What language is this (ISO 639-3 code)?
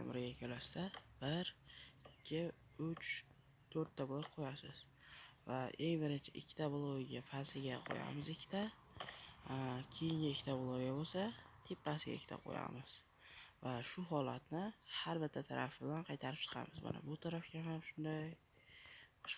uzb